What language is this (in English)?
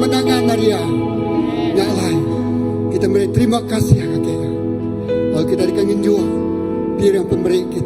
Iban